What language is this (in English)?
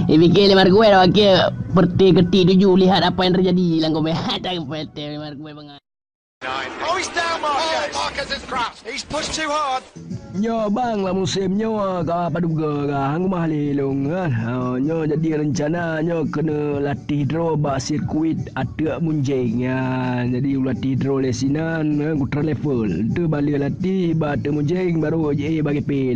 Achinese